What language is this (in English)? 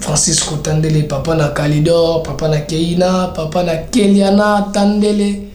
Lingala